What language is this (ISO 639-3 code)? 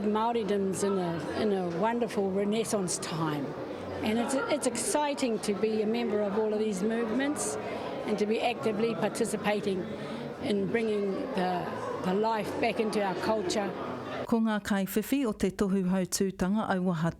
mri